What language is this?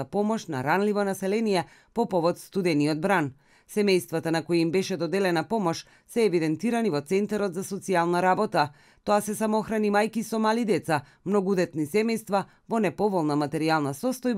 Macedonian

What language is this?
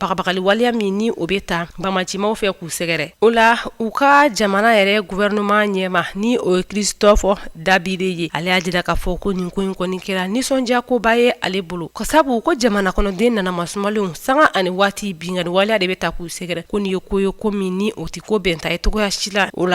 Bambara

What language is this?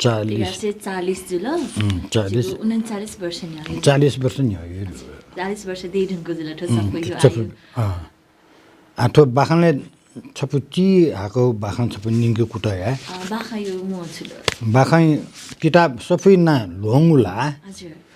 Newari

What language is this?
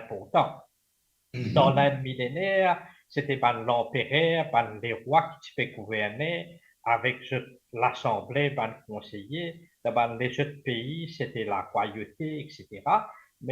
Morisyen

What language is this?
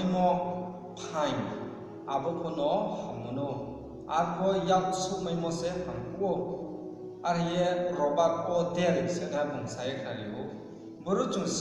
Riang (India)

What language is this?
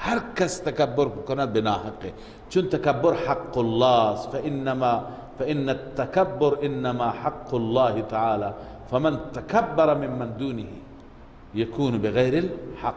Persian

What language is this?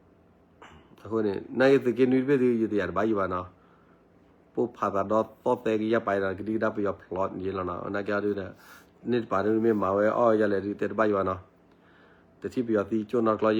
S'gaw Karen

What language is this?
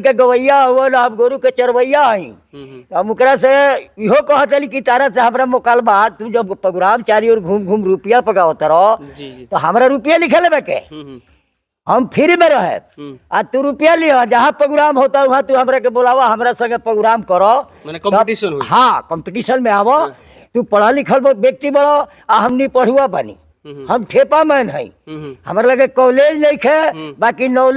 Bhojpuri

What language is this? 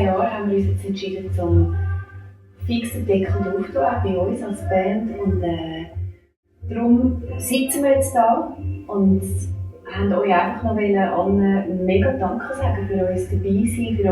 Swiss German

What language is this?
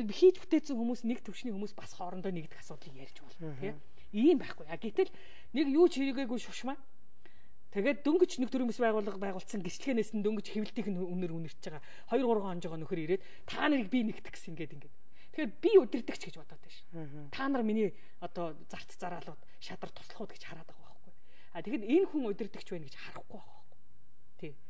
Mongolian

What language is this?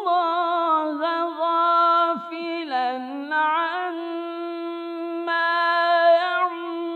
Bosnian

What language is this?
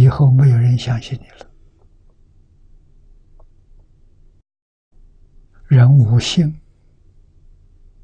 Chinese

